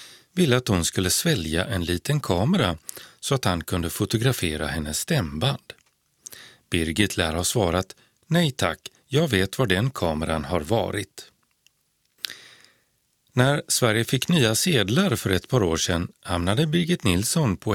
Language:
Swedish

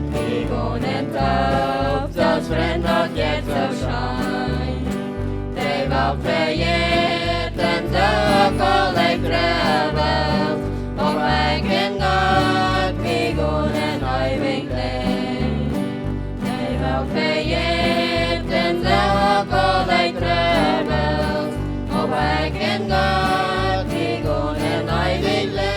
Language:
Plautdietsch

